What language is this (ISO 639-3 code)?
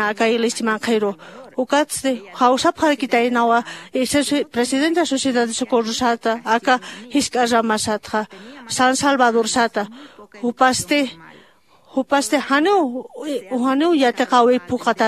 aym